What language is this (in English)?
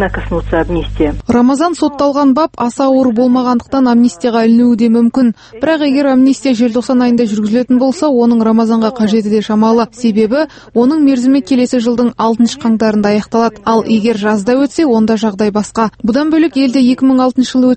Kazakh